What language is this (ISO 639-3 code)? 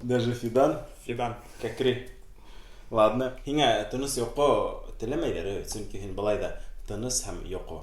bak